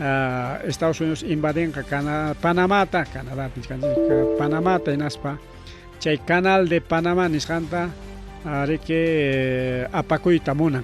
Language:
Ayacucho Quechua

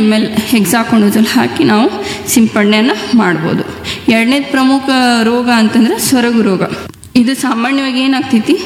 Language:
Kannada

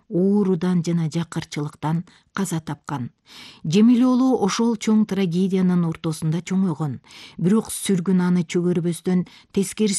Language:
Kyrgyz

